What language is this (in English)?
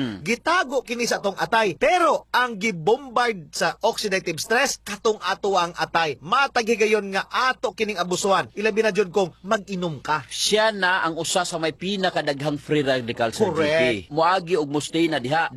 Cebuano